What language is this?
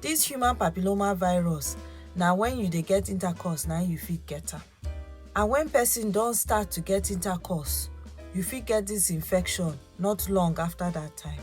Nigerian Pidgin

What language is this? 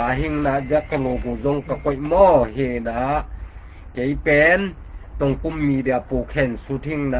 Tedim Chin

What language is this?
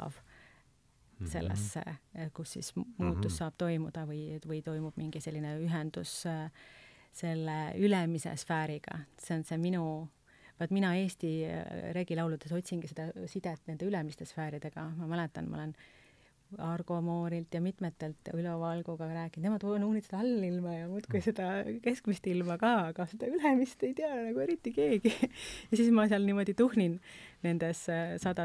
Estonian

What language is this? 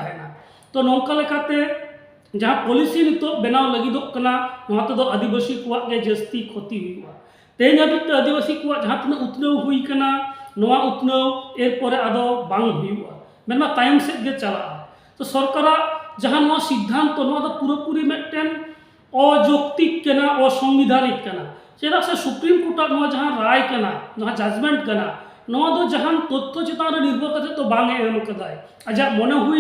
Santali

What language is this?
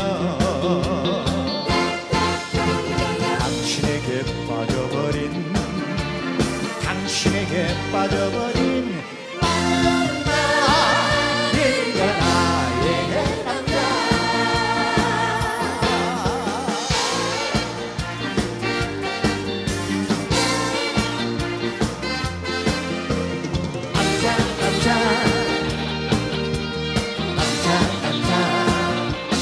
Korean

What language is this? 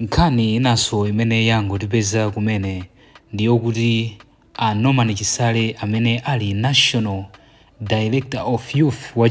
Nyanja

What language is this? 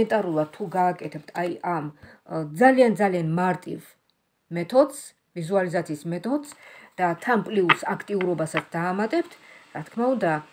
Georgian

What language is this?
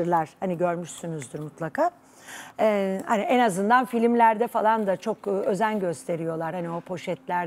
Turkish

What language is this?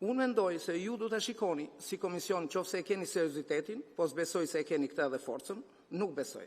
Albanian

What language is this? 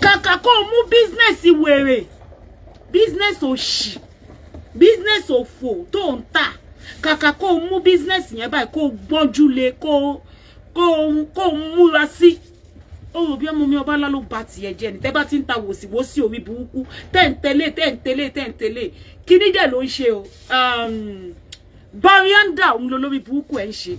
Yoruba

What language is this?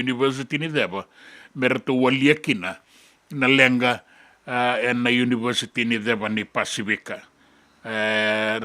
Fijian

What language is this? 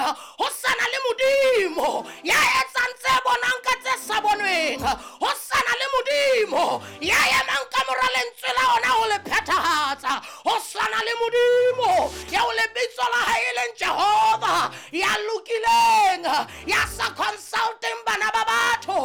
Southern Sotho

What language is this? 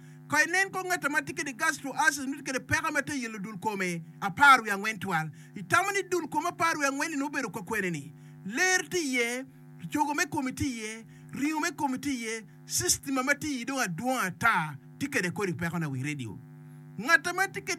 Acoli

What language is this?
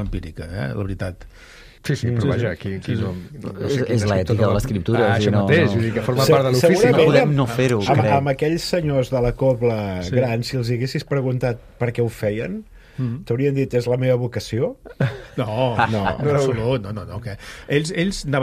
Catalan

